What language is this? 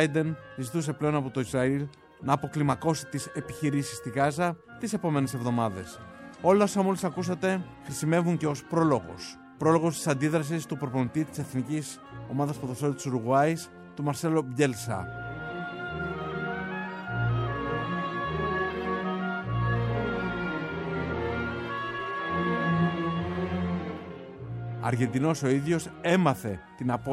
Greek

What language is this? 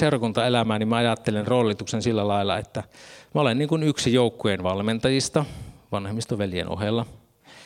Finnish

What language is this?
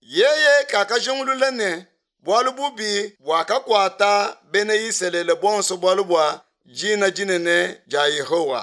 Luba-Lulua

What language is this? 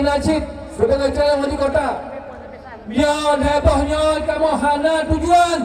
Achinese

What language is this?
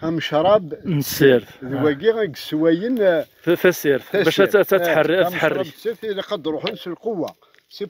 Kabyle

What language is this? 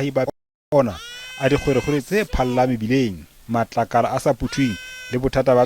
Southern Sotho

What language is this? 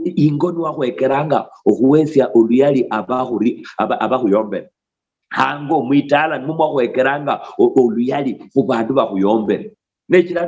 Luyia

